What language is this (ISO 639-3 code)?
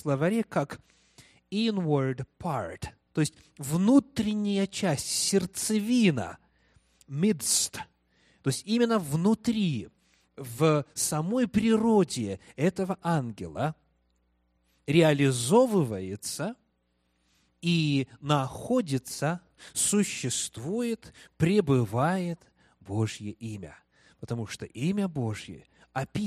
rus